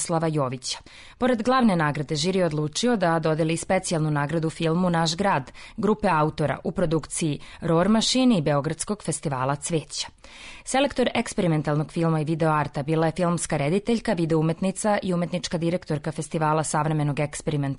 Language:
Serbian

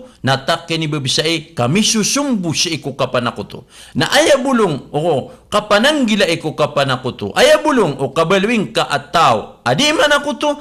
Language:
Maranao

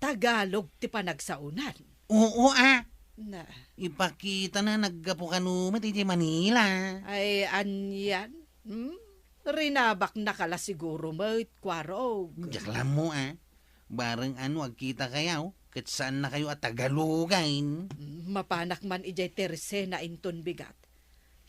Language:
Iloko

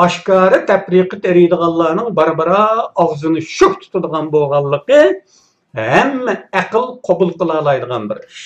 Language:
Uyghur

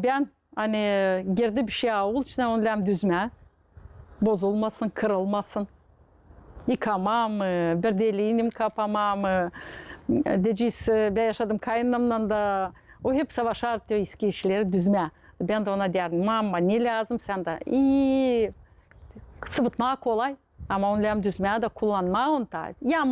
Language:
Gagauz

